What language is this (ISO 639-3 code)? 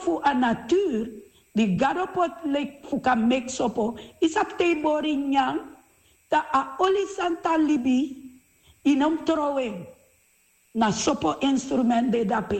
srn